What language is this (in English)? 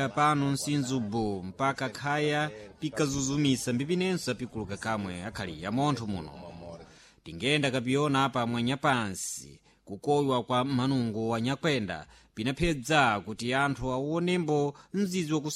Sena